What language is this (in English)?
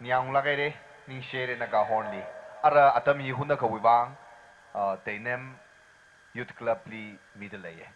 Tangkhul Naga (India)